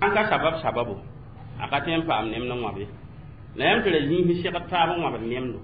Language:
Mossi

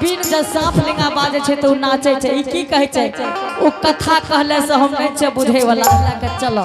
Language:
Angika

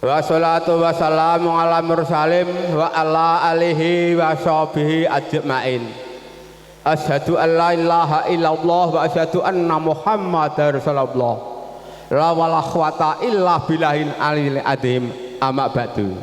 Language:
Javanese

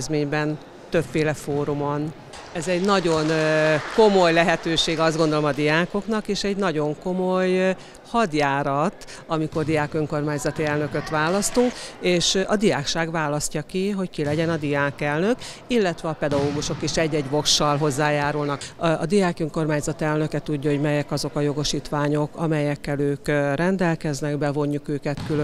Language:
Hungarian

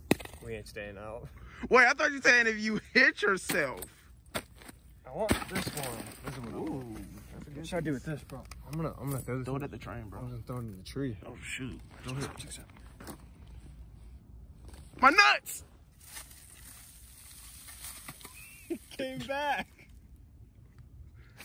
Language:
English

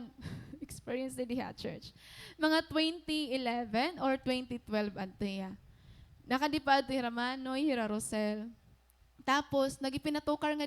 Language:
Waray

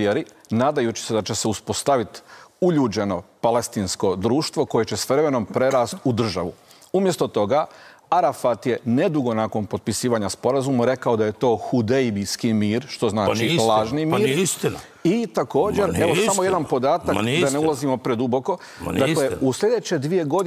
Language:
Croatian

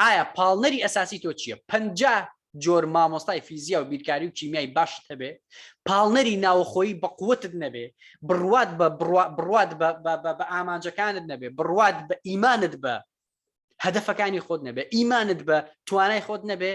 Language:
Central Kurdish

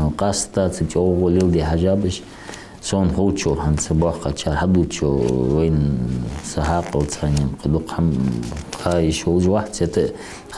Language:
Ingush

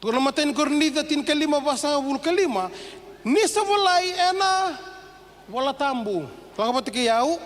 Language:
Fijian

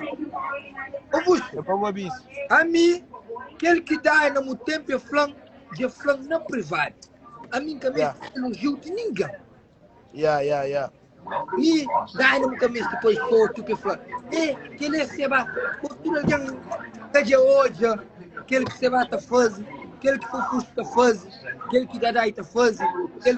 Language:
Kabuverdianu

